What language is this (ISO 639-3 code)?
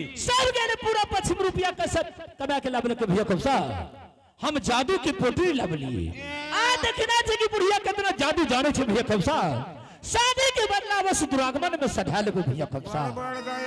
anp